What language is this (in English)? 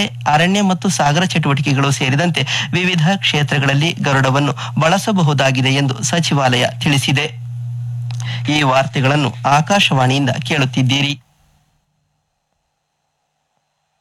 Kannada